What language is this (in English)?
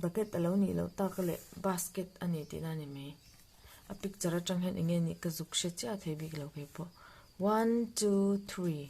Mizo